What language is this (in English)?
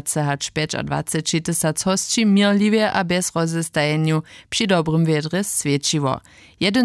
Upper Sorbian